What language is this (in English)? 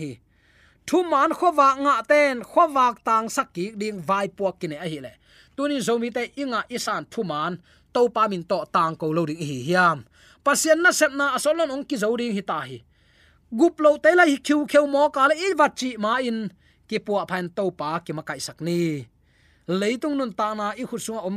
Tedim Chin